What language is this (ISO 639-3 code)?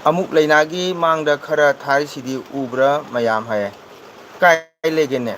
mni